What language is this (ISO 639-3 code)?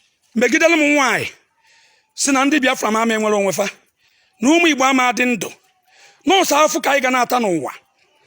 ibo